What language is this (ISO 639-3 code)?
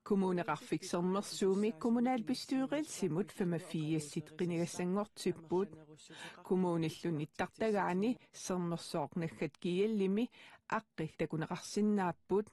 kal